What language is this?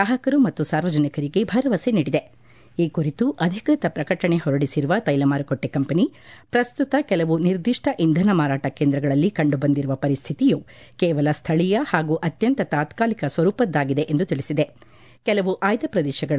Kannada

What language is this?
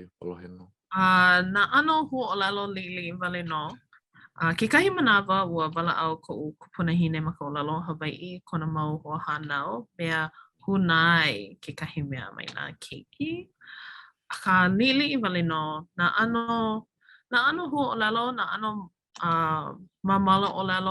Hawaiian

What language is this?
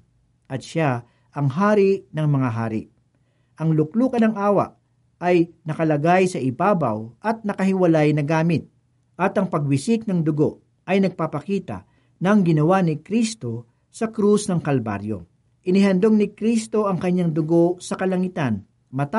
Filipino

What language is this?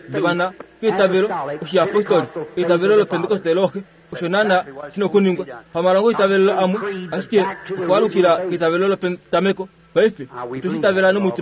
Kuanyama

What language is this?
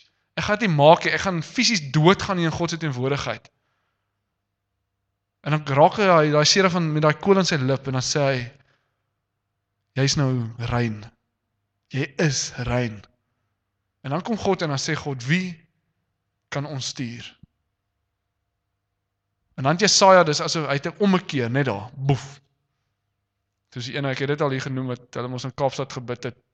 Afrikaans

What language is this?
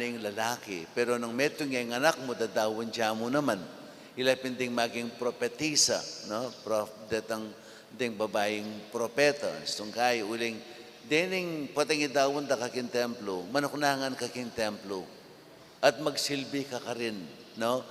Pampanga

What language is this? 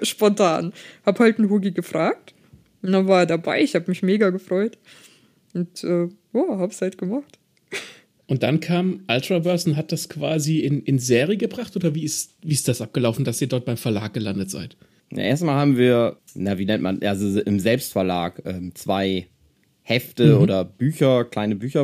German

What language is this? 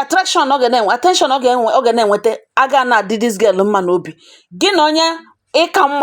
Igbo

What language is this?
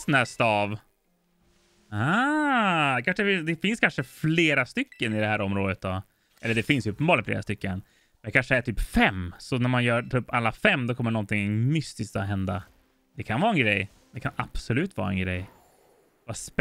Swedish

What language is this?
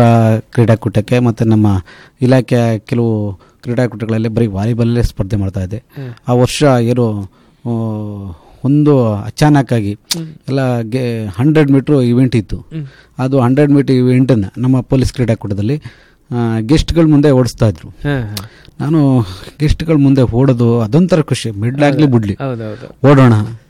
Kannada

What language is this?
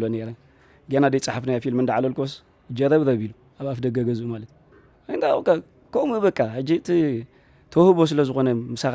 Tigrinya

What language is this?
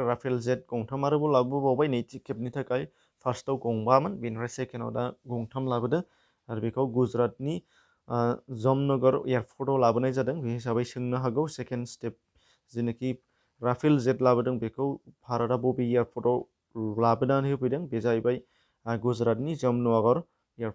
Bodo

